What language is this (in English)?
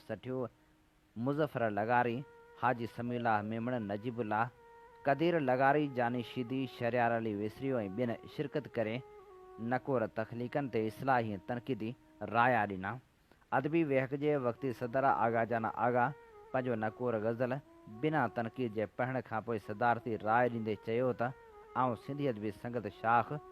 Sindhi